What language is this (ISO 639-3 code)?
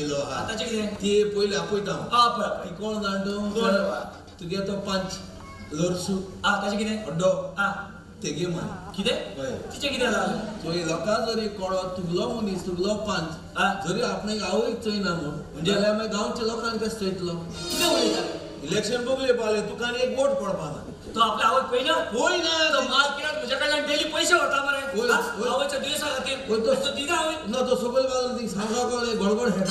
kok